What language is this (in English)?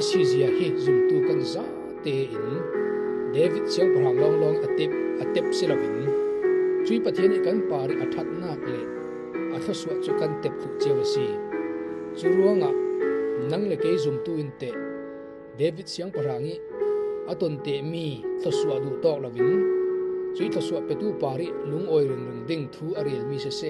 Falam Chin